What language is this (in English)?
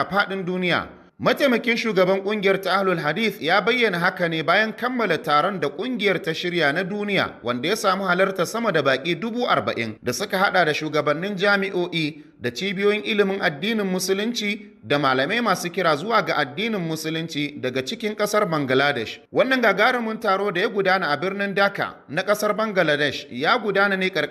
Hausa